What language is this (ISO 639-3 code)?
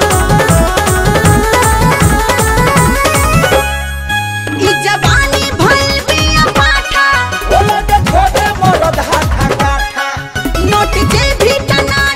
bho